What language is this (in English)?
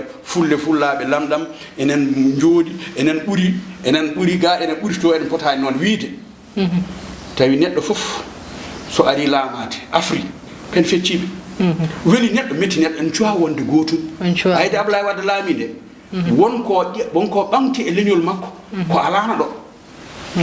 Fula